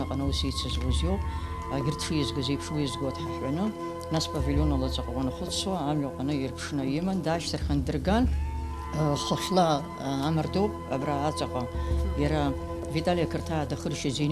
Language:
Abkhazian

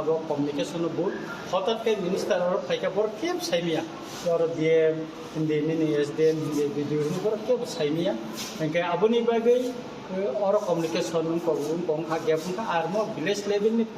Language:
Kok Borok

